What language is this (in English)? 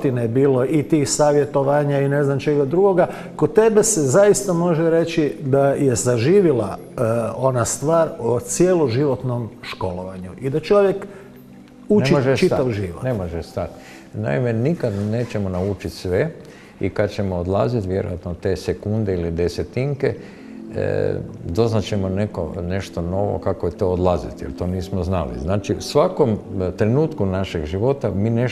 Croatian